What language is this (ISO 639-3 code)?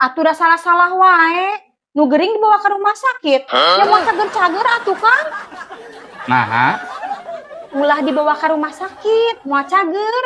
sun